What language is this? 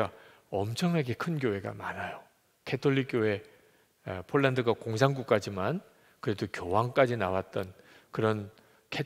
Korean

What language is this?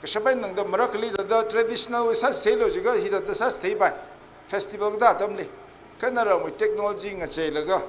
Tangkhul Naga (India)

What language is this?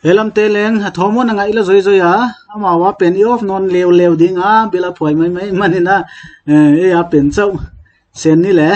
Paite Chin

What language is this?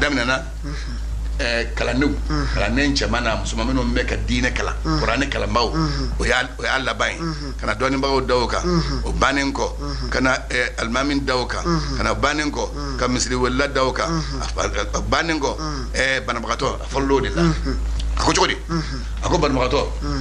Bambara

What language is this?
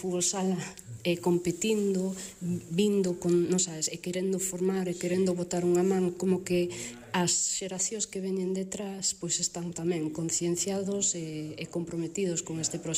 Galician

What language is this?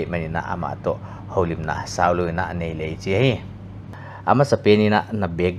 Paite Chin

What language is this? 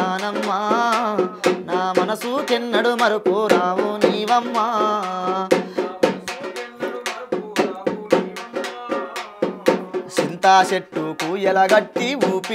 Telugu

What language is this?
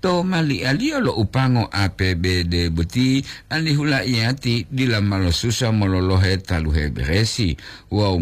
Gorontalo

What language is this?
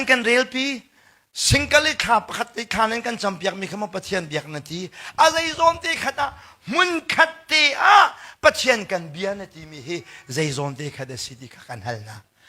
Hakha Chin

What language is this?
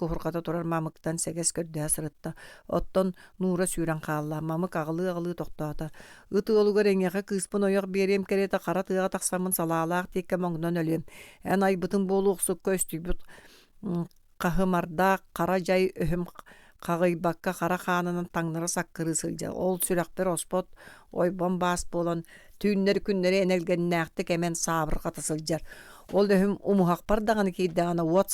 Yakut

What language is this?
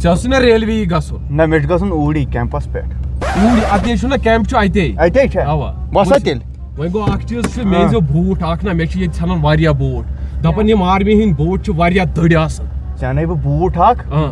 Kashmiri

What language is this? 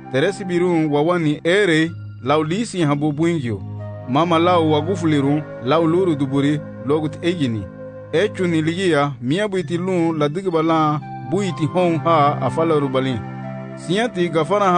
Garifuna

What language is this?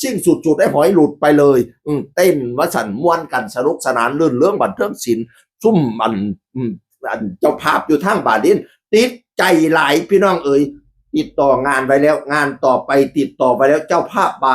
Northeastern Thai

